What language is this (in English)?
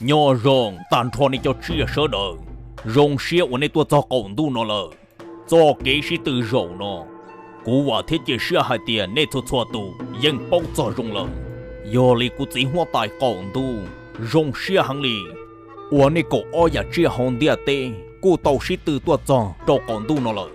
Hmong